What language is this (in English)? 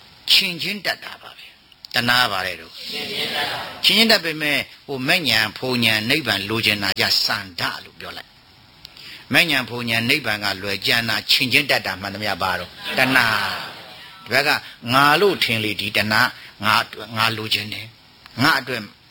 Burmese